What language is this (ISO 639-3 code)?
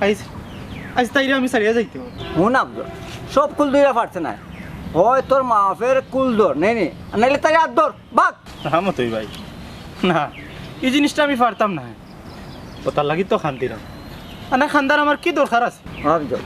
syl